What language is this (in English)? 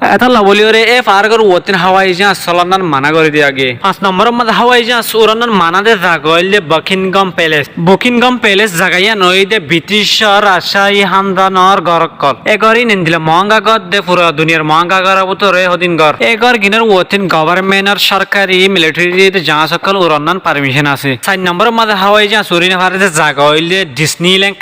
Rohingya